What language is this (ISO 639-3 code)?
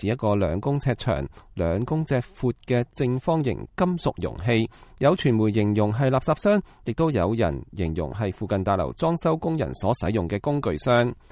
yue